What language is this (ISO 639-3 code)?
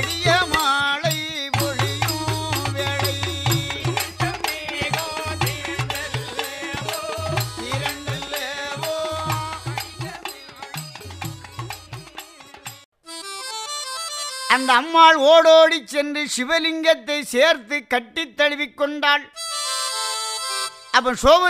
tam